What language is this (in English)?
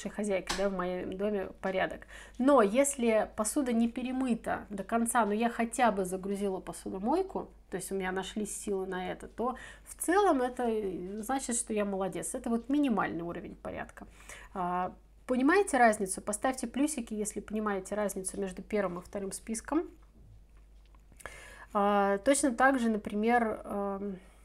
Russian